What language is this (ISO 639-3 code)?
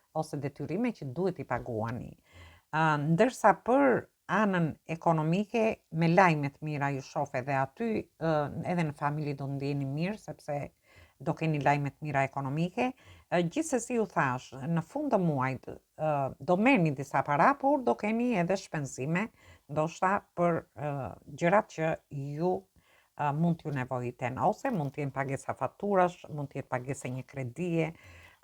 sqi